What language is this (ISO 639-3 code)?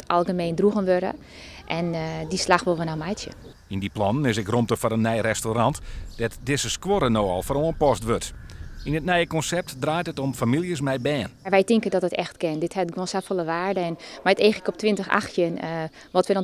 fry